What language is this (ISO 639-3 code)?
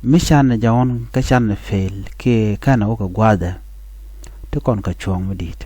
nus